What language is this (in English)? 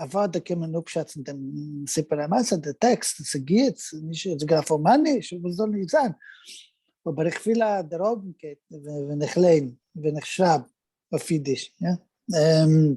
Yiddish